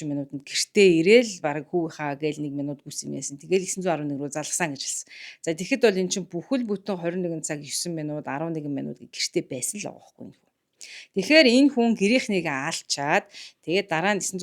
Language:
Mongolian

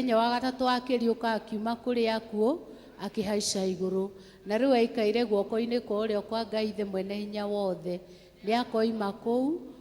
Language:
Kikuyu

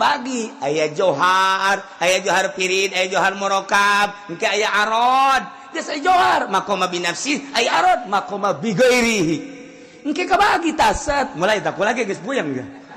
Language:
Sundanese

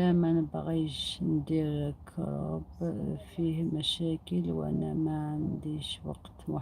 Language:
Algerian Arabic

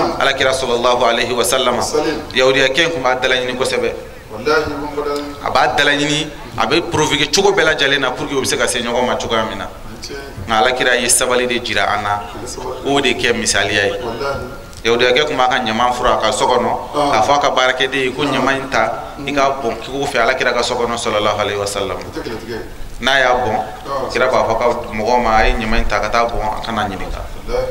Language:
Bambara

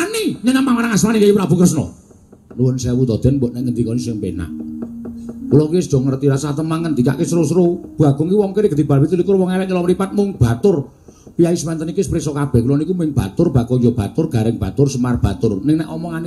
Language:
Javanese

